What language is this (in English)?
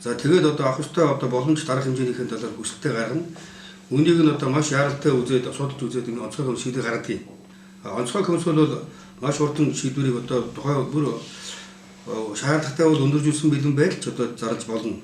Mongolian